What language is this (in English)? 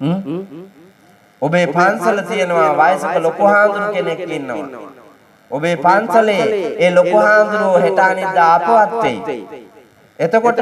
Sinhala